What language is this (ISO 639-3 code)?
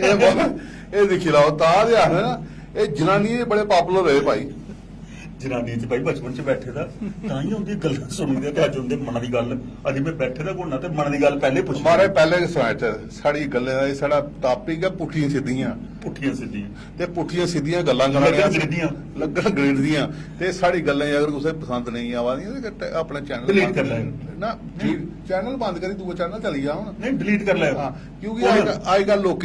doi